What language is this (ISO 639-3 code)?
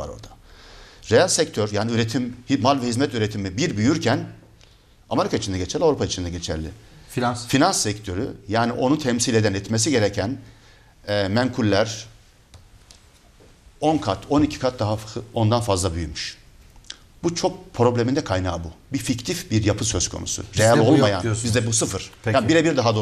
tur